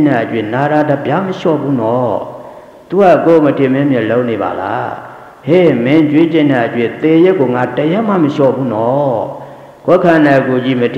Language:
Burmese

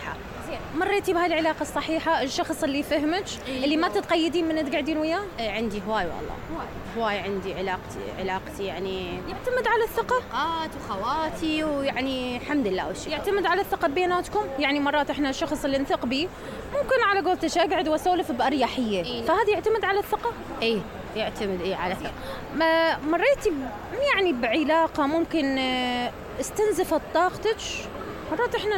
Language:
Mesopotamian Arabic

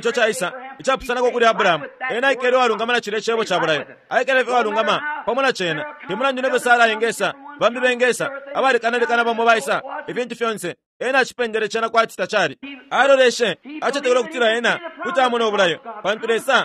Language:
Bemba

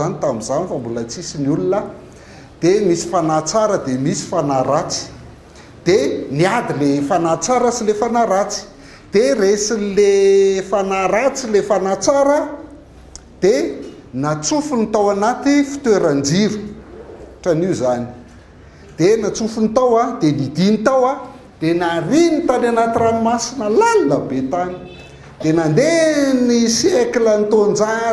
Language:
Malagasy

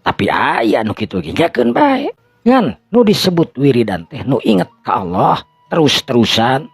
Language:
Sundanese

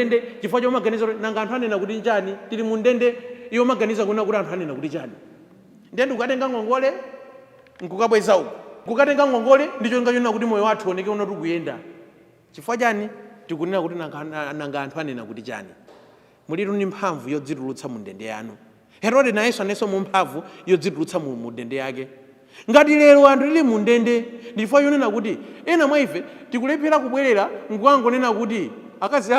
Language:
Nyanja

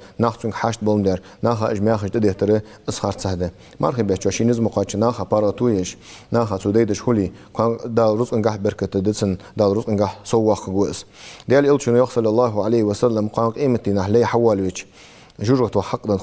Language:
Ingush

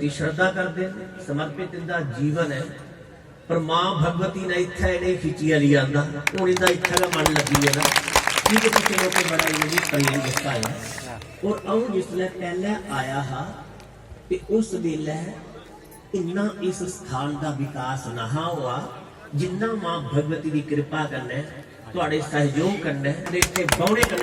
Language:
Dogri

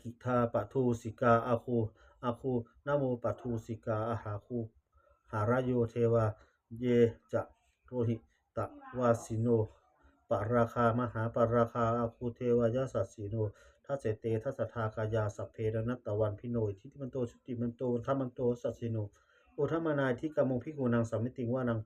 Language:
Pali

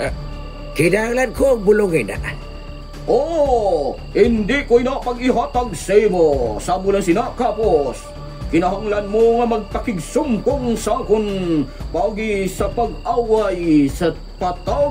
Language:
Hiligaynon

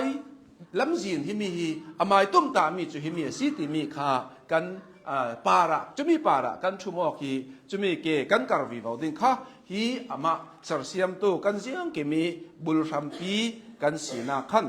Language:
Hakha Chin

